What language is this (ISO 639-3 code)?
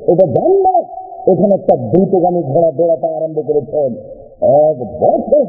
ben